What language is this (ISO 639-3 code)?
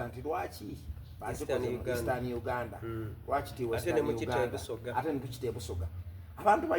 xog